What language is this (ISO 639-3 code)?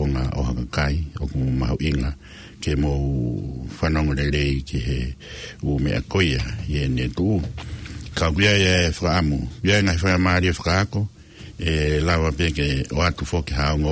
ton